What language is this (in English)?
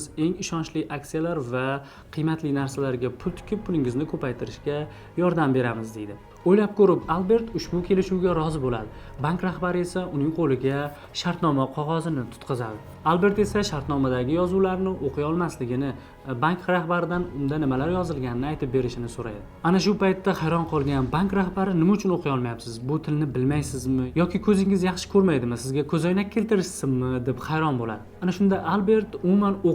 Uzbek